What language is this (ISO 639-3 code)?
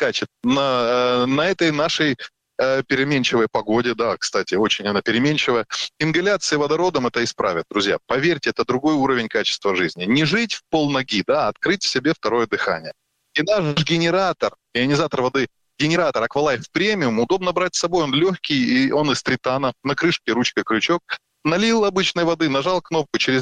rus